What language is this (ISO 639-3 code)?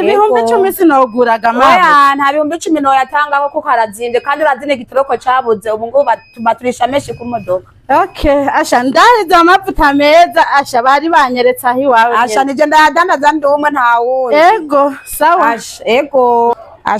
run